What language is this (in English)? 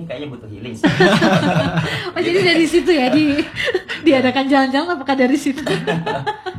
Indonesian